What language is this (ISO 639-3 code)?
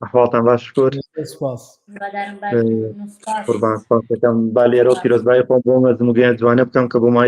ckb